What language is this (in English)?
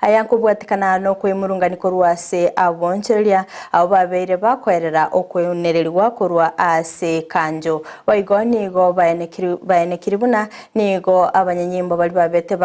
Gusii